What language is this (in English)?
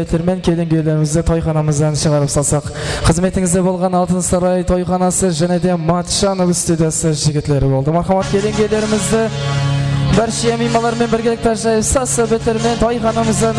Kara-Kalpak